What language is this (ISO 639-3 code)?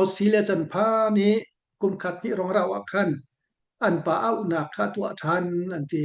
cnh